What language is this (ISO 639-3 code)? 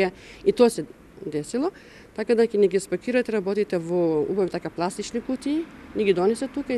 mkd